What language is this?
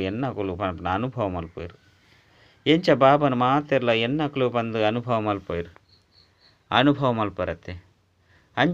Tulu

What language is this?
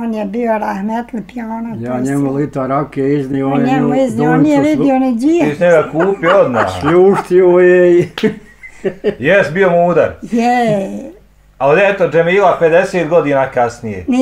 Bosnian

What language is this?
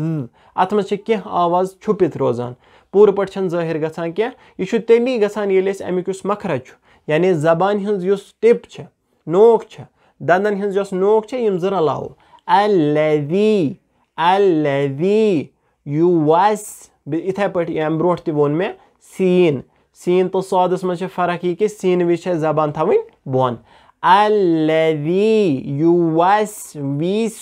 Kashmiri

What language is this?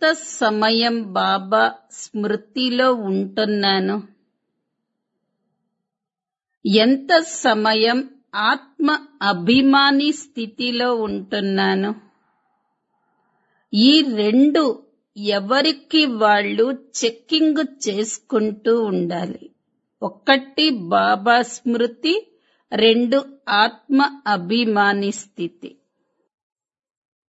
Telugu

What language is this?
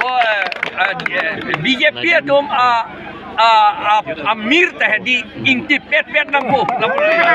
Karbi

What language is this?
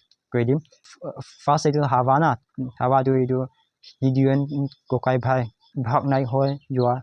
Naga Pidgin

